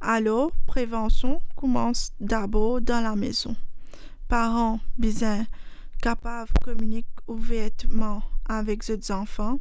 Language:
Morisyen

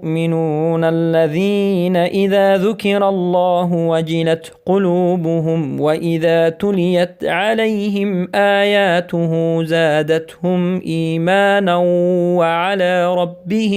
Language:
Persian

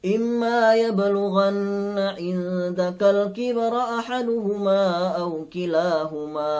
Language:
Yakan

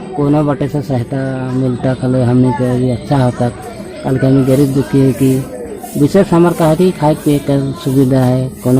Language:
Sadri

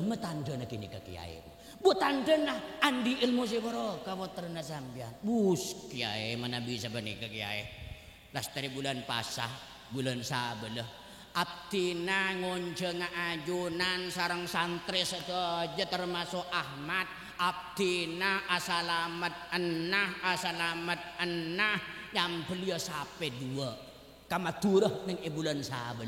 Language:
Madurese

